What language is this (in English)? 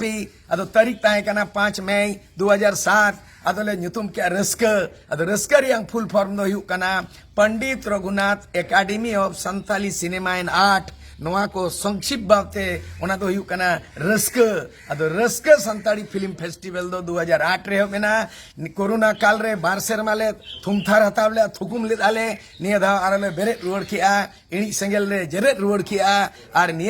Santali